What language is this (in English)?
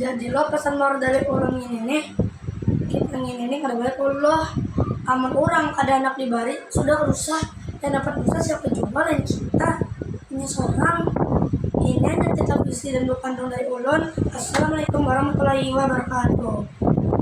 Banjar